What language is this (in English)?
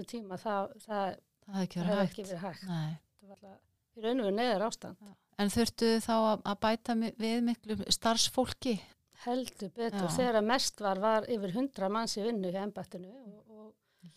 Icelandic